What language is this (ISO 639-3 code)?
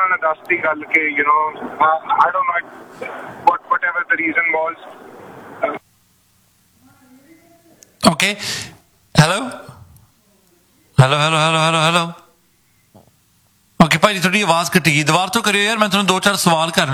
pan